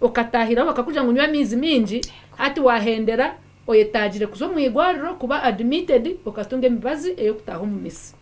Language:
Nyankole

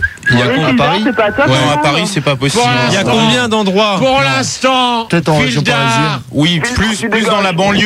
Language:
French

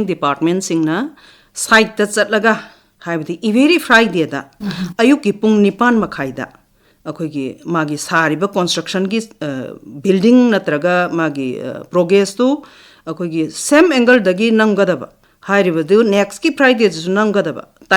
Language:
Manipuri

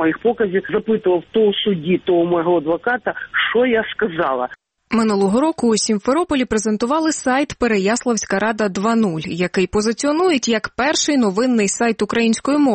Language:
Ukrainian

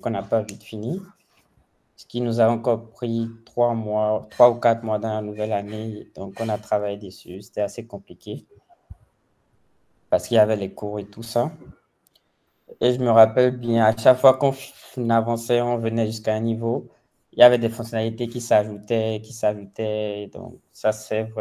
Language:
French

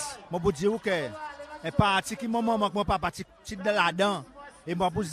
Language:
Seselwa Creole French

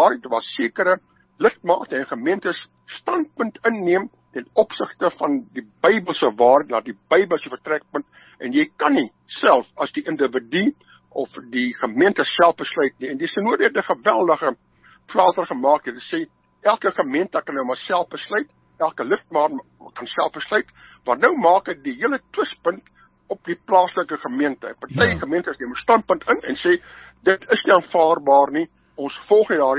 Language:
Afrikaans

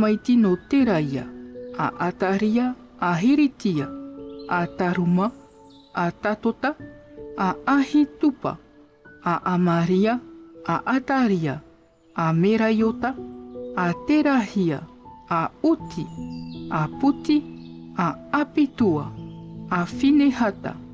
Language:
Tahitian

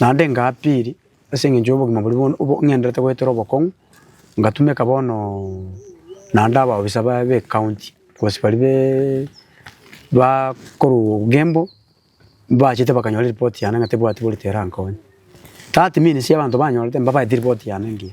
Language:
Gusii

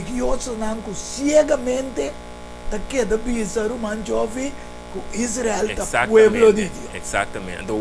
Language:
Papiamento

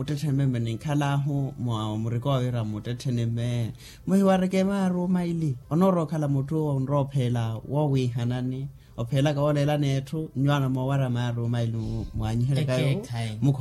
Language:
Makhuwa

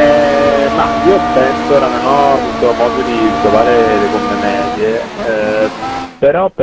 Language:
Italian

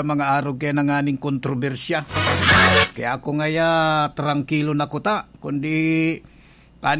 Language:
Bikol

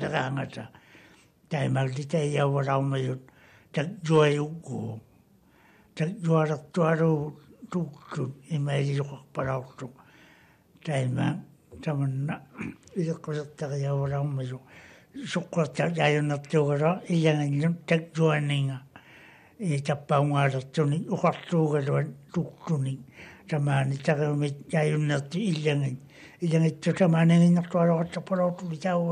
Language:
Māori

